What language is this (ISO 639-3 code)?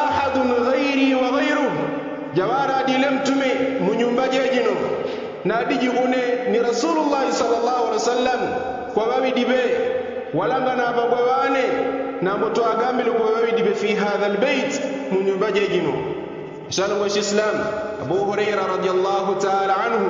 yao